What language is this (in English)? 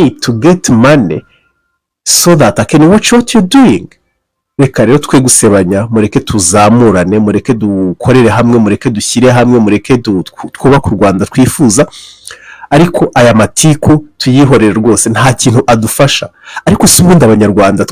Kinyarwanda